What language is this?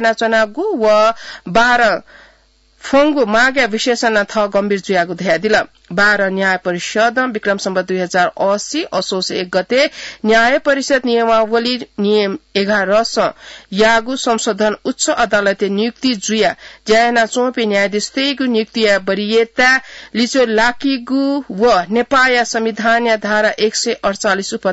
Newari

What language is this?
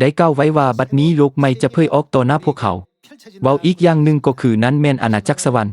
Lao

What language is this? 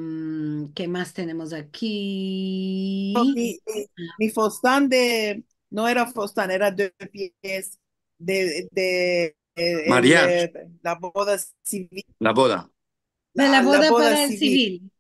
Ladino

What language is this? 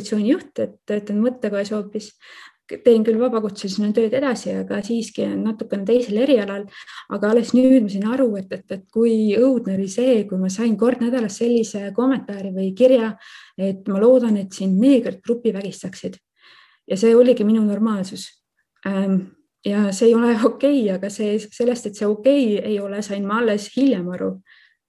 Estonian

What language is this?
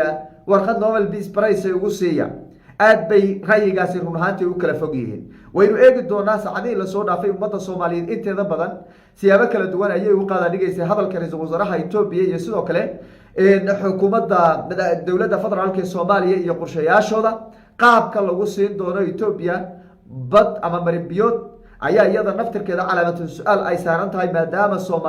Somali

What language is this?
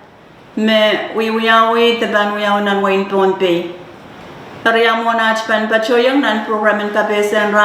Pohnpeian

